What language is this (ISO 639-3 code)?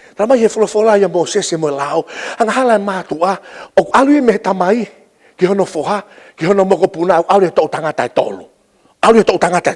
ton